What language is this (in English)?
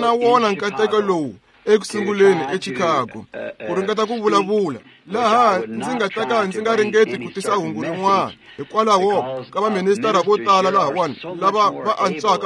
Tsonga